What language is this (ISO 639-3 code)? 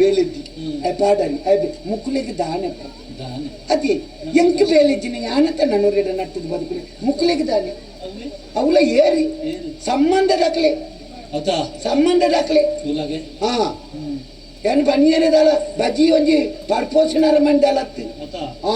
tcy